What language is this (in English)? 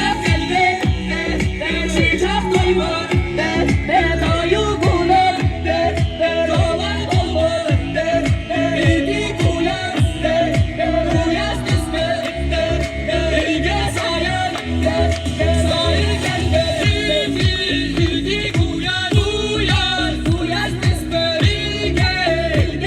Yakut